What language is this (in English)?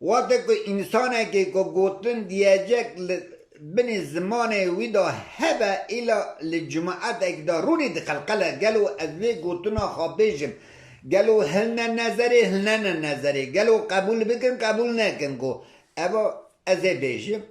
Kurdish